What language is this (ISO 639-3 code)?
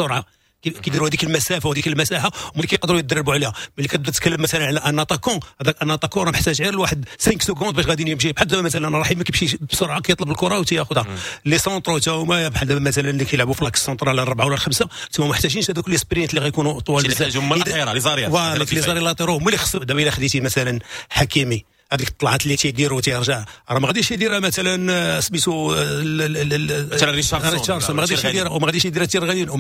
ary